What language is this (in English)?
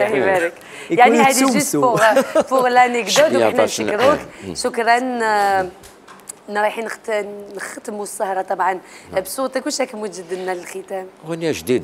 Algerian Arabic